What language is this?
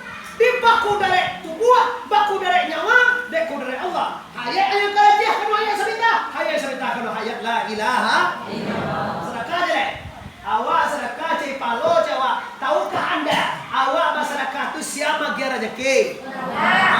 Minangkabau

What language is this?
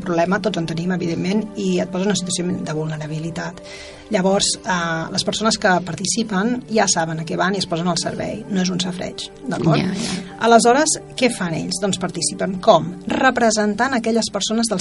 Catalan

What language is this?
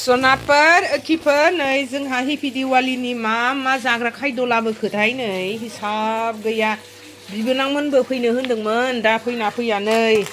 Bodo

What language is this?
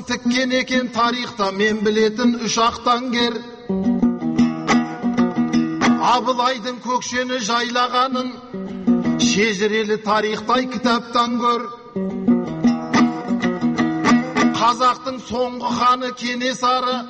Kazakh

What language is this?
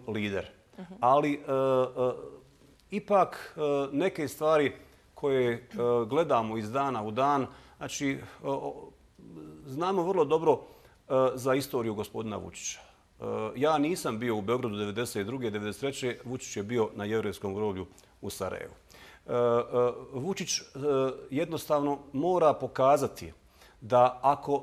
Bosnian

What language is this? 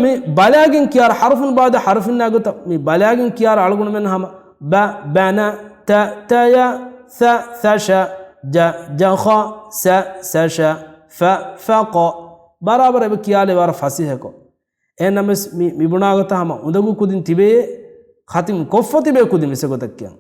Divehi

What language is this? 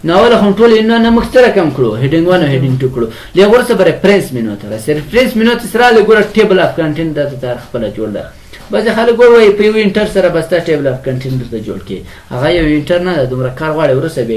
Pashto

